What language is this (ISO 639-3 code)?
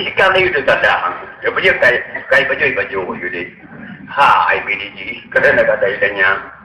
ace